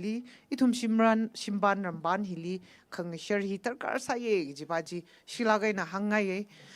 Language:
Tangkhul Naga (India)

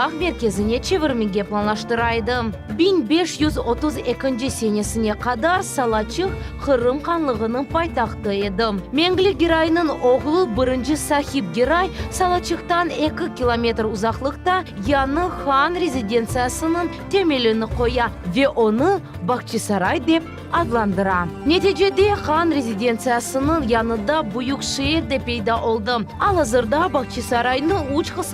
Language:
Crimean Tatar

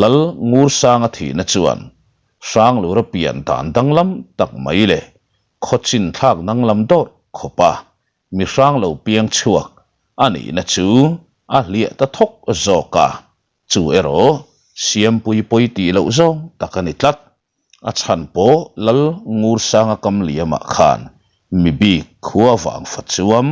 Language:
Mizo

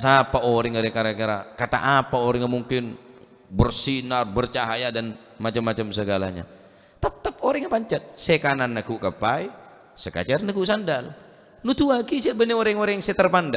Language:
Madurese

